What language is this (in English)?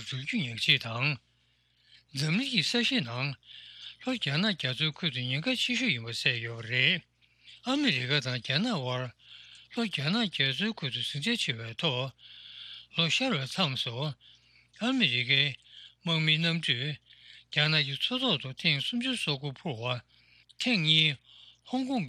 Tibetan